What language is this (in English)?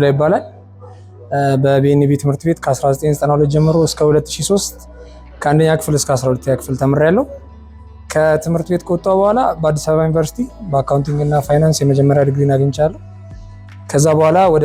Amharic